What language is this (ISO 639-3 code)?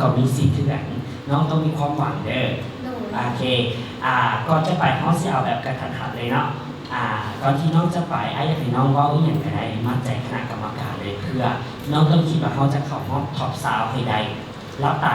lao